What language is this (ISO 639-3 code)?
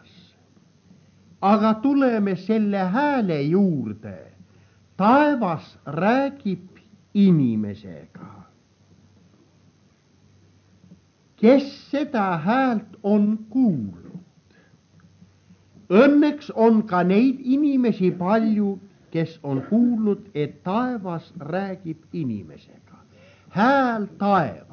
est